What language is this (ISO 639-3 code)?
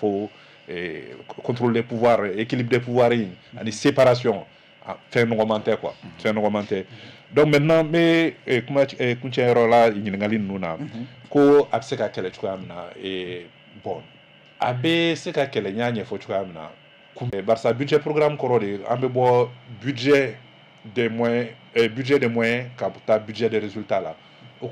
bam